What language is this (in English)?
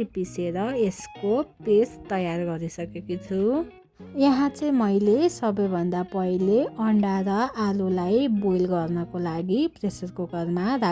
Nepali